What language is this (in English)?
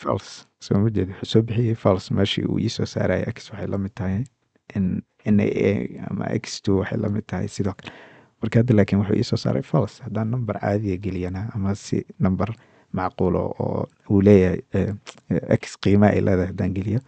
Somali